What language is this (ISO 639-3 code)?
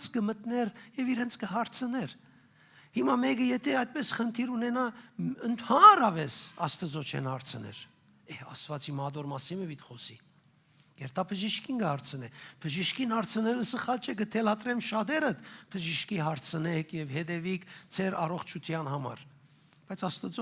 hyw